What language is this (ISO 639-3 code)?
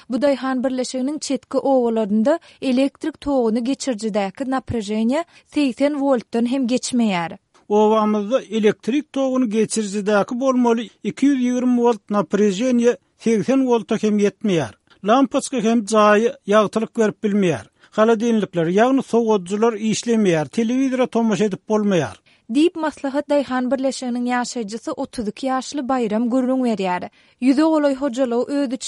tuk